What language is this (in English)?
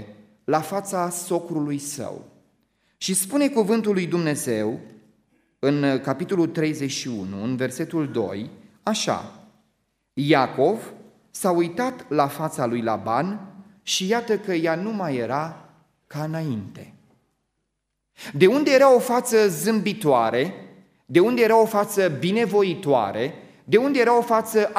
Romanian